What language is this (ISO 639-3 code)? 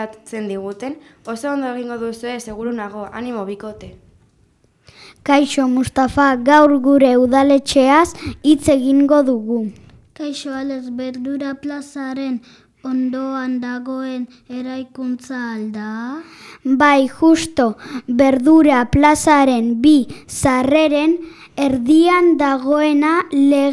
eus